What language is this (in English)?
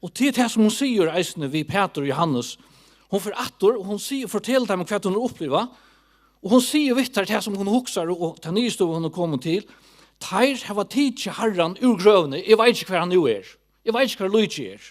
Faroese